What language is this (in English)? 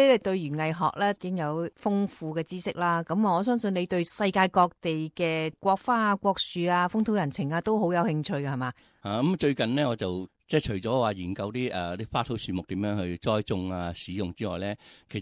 Cantonese